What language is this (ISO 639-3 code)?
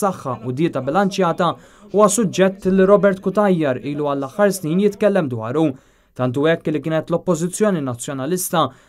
mlt